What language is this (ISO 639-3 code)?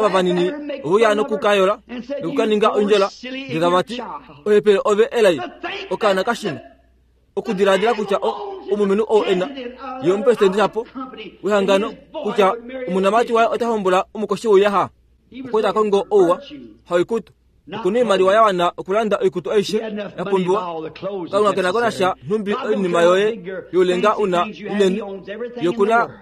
kua